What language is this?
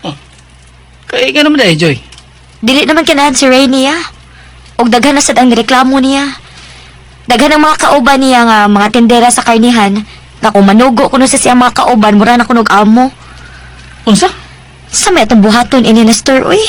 Cebuano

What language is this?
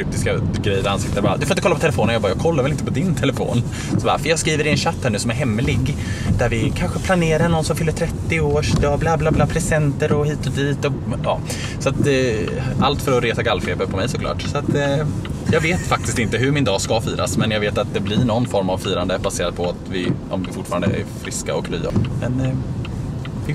Swedish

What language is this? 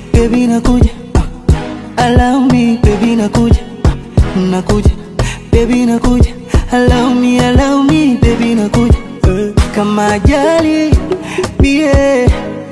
Swahili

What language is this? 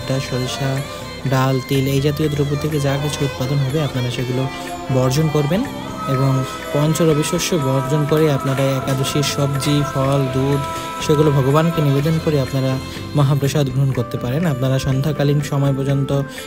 Bangla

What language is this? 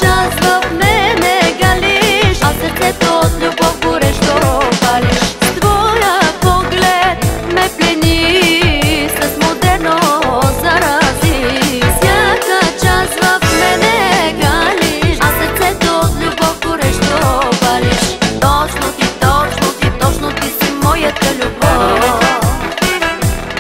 Bulgarian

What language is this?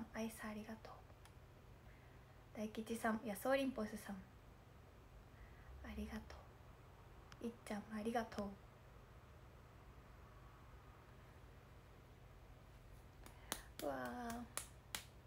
Japanese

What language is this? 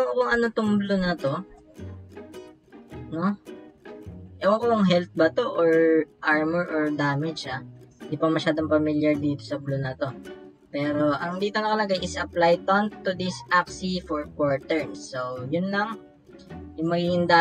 Filipino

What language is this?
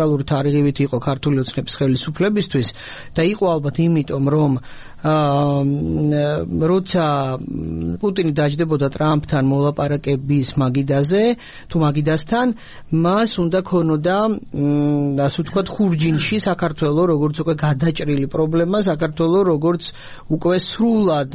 Georgian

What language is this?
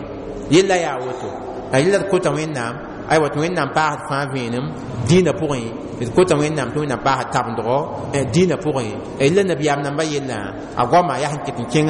Mossi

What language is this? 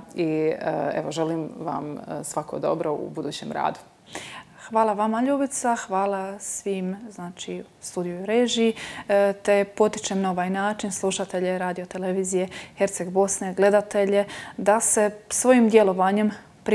Croatian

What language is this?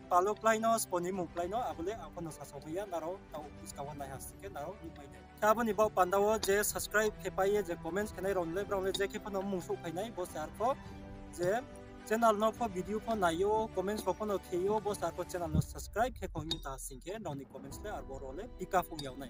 Riang (India)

